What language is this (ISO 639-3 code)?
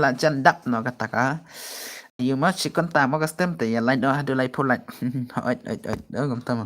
kha